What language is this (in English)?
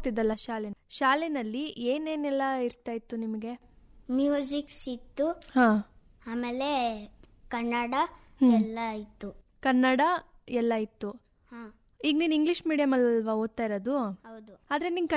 Kannada